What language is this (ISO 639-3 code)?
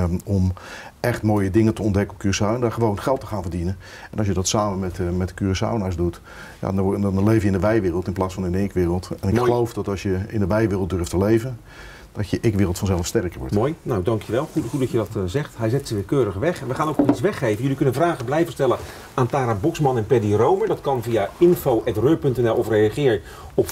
nld